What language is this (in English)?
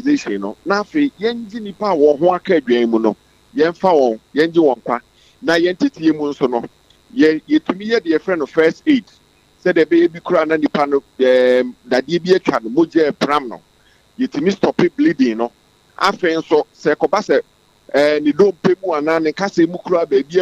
Akan